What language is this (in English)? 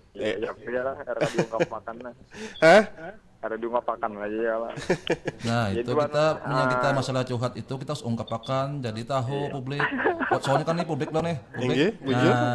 Banjar